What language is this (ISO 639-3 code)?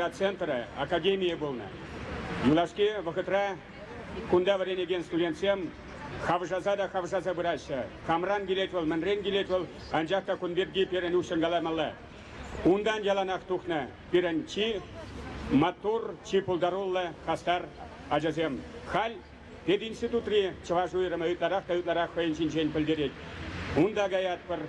chv